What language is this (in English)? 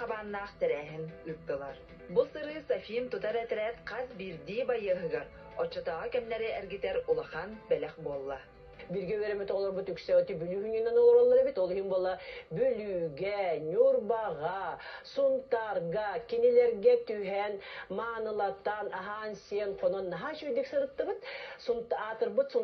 Yakut